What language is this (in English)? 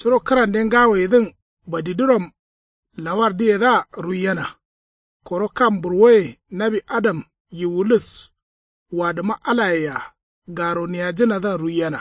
Kanuri